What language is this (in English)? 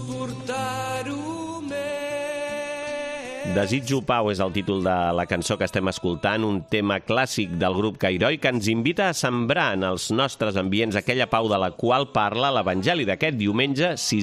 Catalan